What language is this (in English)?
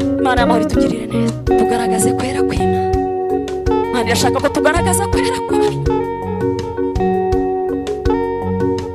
Kinyarwanda